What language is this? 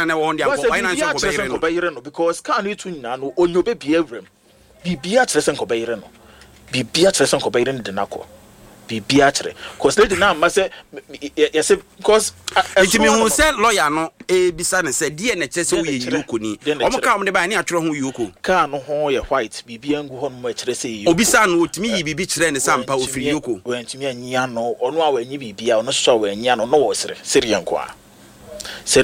Akan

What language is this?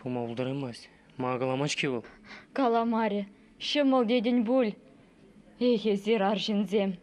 Chuvash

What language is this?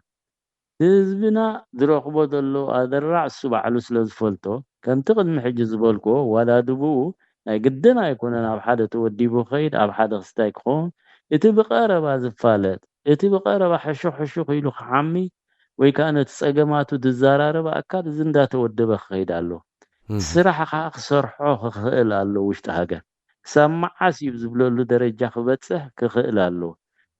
Tigrinya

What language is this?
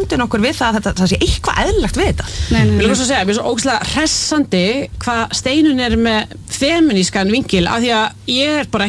Icelandic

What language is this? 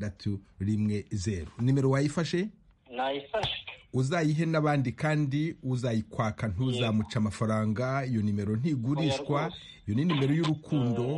Kinyarwanda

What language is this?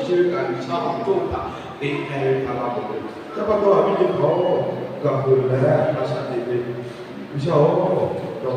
Lahu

